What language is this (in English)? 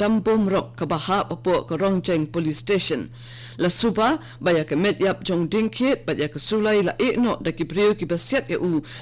Khasi